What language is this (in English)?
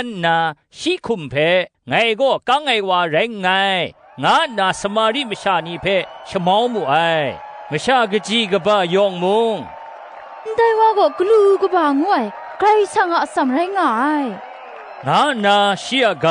Kachin